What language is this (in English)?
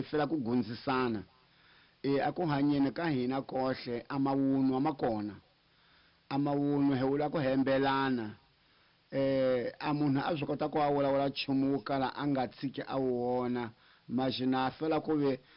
Tsonga